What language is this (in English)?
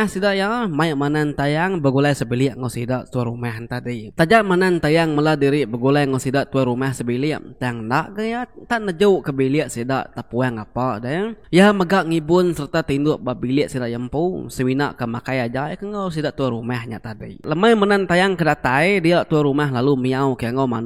Iban